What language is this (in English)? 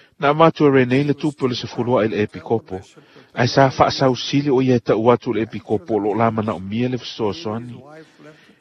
Samoan